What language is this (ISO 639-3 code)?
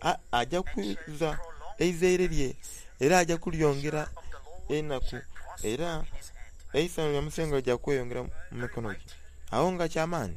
xog